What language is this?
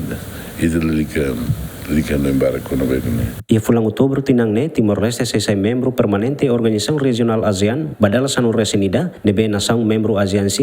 Tetum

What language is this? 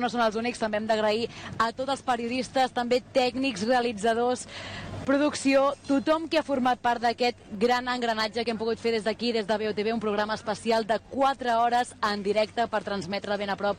Catalan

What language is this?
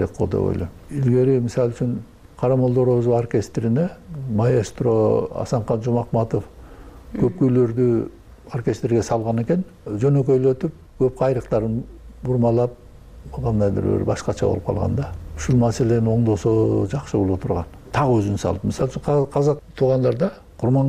Kyrgyz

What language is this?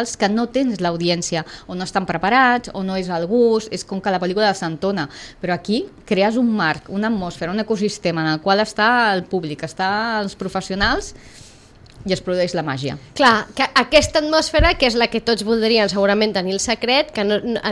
Catalan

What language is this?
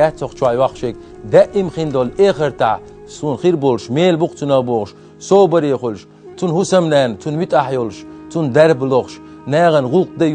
Chechen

